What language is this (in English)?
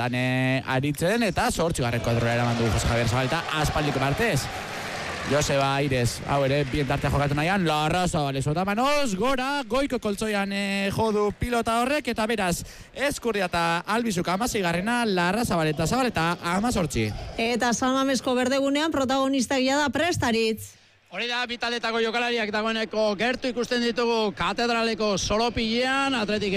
Basque